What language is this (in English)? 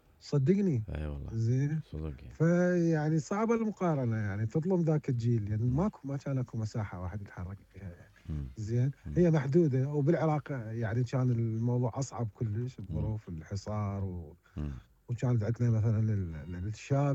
Mesopotamian Arabic